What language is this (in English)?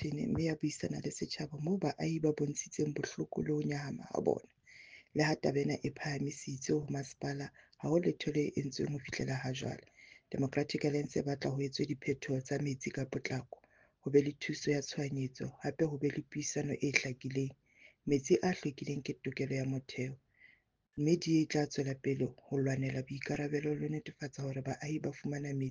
Southern Sotho